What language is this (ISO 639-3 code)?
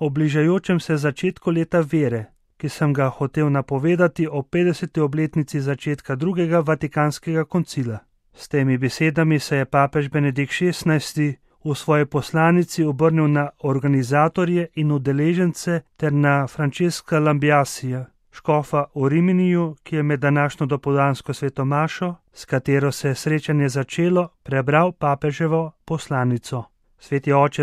slv